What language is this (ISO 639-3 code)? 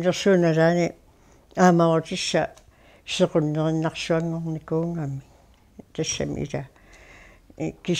kal